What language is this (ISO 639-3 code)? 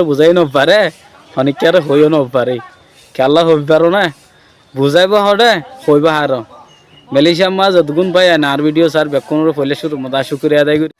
rhg